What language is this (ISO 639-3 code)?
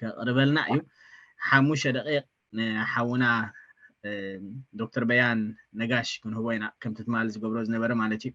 tir